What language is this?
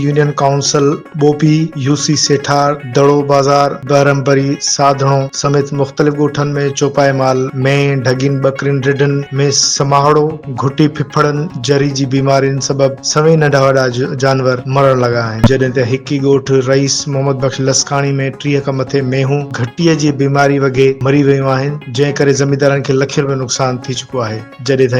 Sindhi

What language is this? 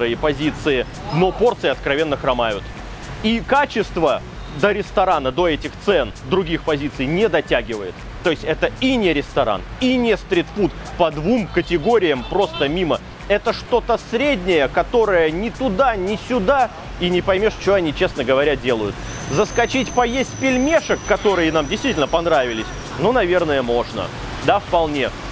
Russian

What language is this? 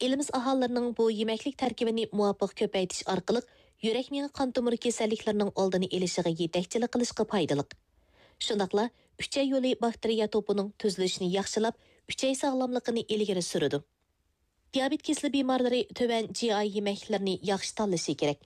Uyghur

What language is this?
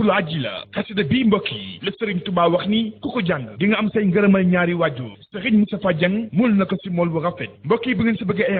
Wolof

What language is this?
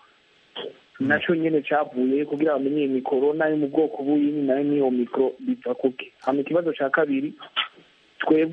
Kinyarwanda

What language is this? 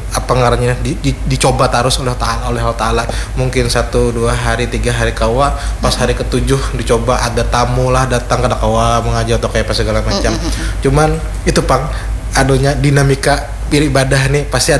Banjar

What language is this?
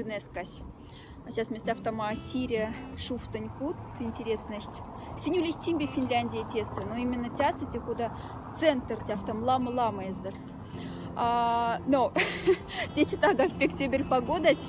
Moksha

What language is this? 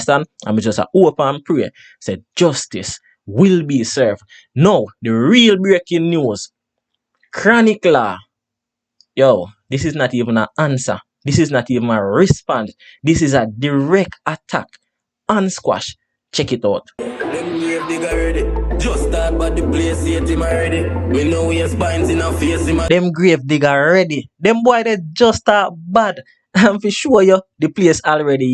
Jamaican Creole English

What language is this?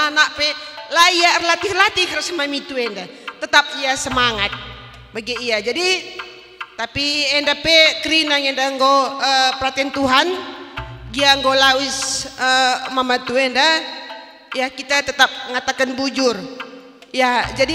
Batak Karo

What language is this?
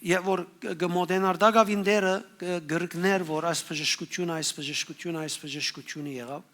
Western Armenian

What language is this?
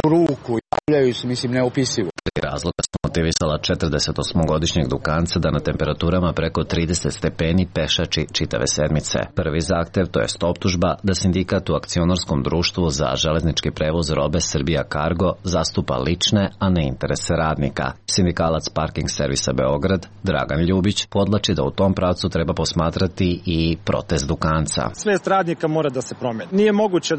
Serbian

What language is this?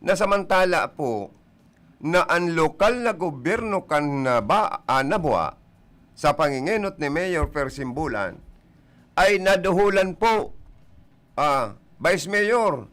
Bikol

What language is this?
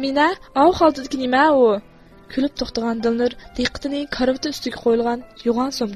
Uyghur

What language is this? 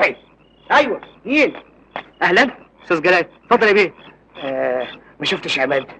Egyptian Arabic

